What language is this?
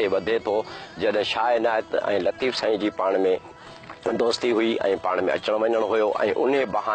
Sindhi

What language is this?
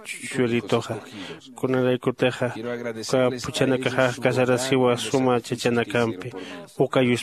Aymara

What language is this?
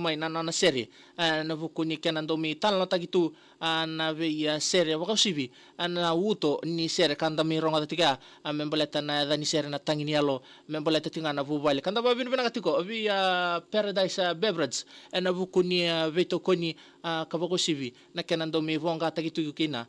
Fijian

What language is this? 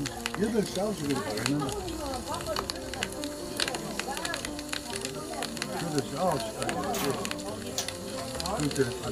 Korean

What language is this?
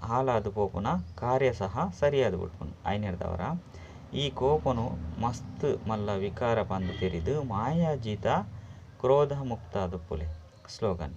Tulu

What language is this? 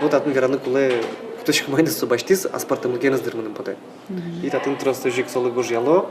Udmurt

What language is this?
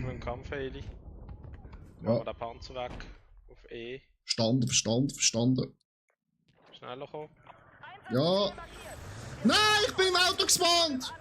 Swiss German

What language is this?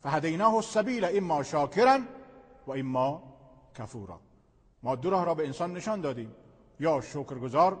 Persian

